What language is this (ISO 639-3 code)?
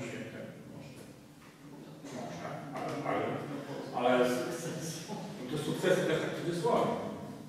pol